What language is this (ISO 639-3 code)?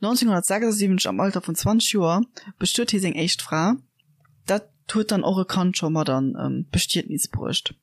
ltz